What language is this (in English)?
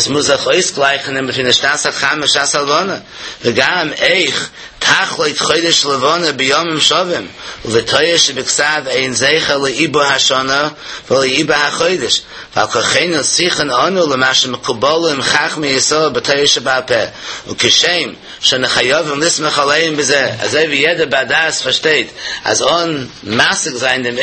Yiddish